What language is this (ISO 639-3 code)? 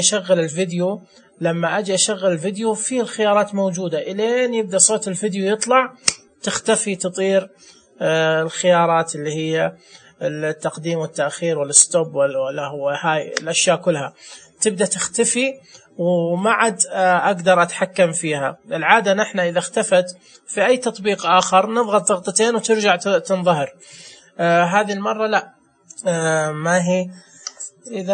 ars